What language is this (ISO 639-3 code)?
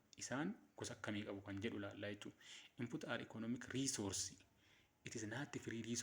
orm